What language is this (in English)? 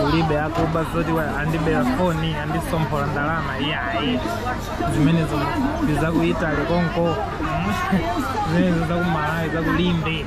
Nyanja